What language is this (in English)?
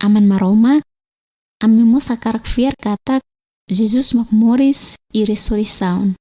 Tetum